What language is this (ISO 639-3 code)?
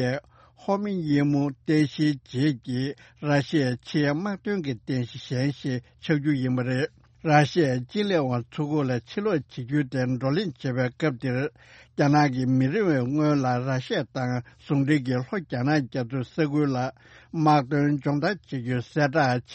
bod